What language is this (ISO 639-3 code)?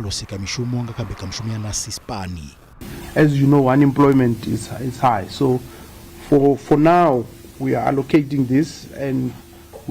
ven